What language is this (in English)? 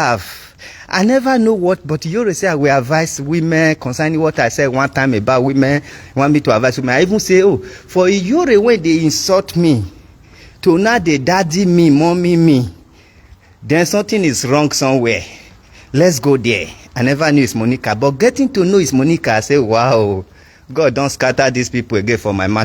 Nigerian Pidgin